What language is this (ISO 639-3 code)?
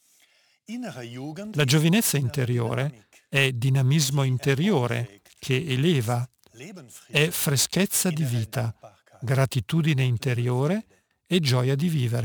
ita